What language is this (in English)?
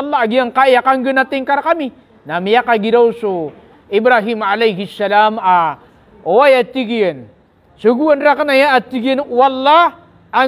Maranao